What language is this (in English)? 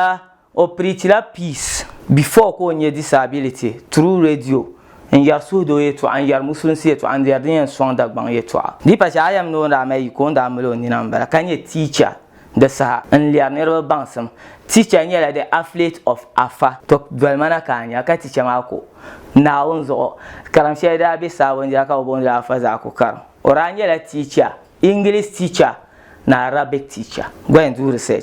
Dagbani